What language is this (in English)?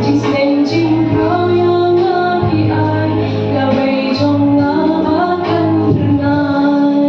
Khasi